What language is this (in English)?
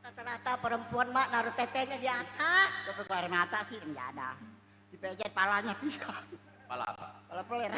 Betawi